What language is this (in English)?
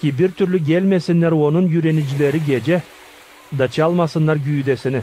Gagauz